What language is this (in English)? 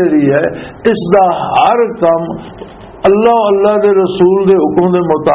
Western Panjabi